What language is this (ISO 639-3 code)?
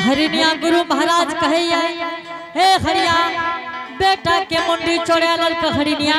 anp